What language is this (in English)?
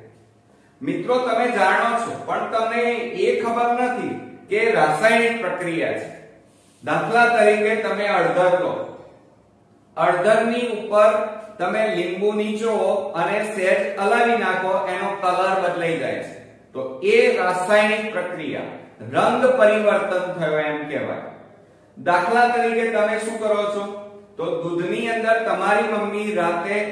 Gujarati